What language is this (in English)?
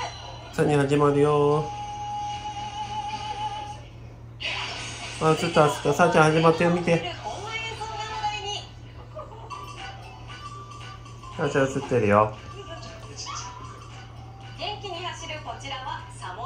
Japanese